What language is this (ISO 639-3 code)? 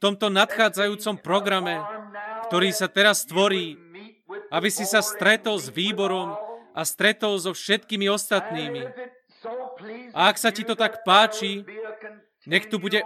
slk